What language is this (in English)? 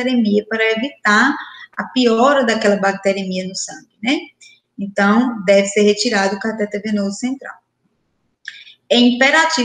Portuguese